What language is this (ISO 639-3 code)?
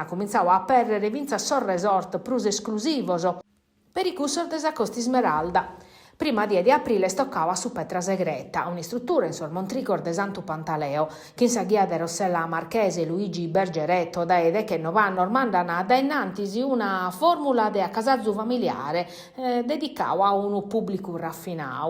srd